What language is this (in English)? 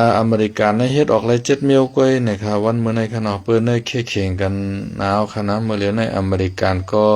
Shan